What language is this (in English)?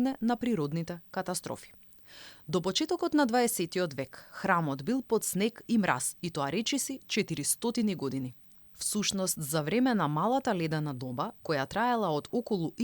Macedonian